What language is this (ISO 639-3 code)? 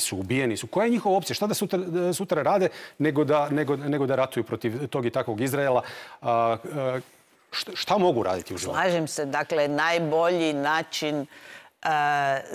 hrv